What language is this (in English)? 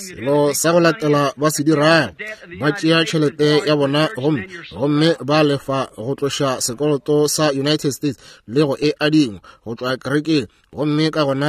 Northern Sotho